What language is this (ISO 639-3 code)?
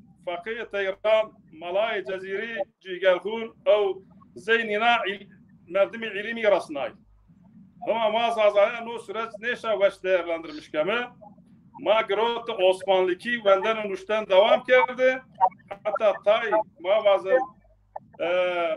zza